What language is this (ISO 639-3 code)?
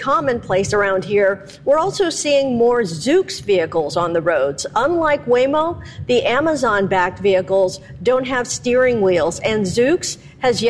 eng